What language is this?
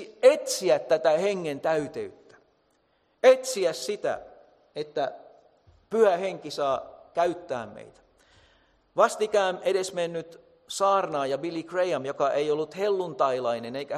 Finnish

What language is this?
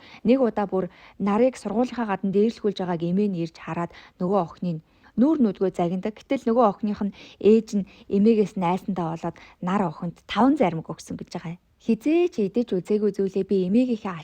Mongolian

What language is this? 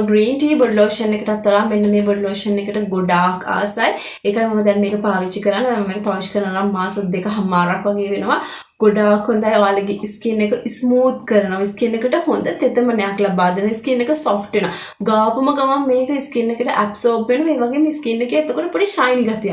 Sinhala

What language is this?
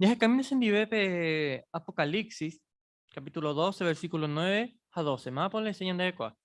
Guarani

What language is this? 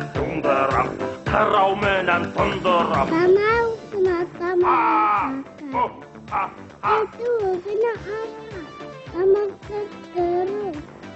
Bashkir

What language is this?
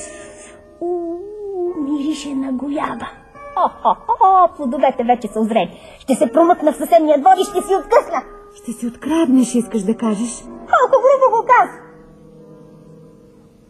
Bulgarian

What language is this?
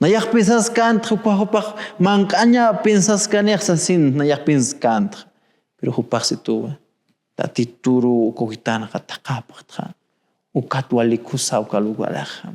Aymara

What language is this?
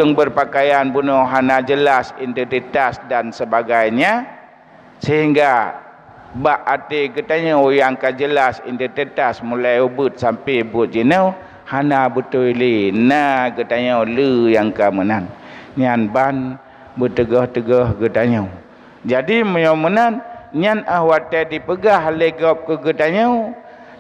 Achinese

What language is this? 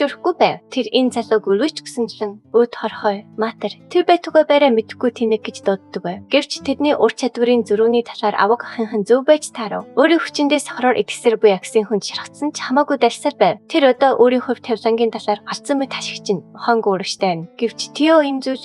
Mongolian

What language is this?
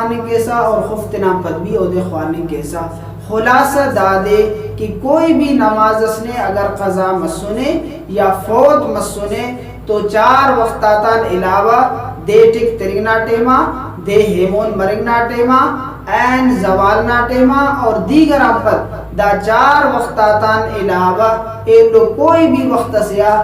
Brahui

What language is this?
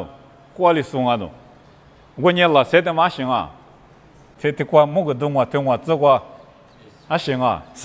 Lisu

